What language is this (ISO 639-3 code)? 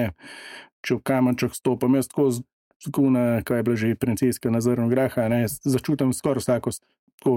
slv